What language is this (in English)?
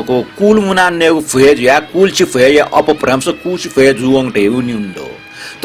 Newari